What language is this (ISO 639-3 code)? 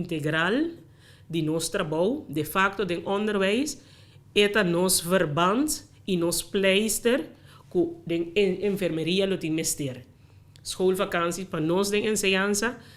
pap